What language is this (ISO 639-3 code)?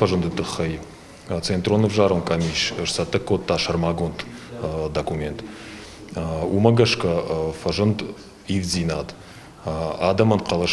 oss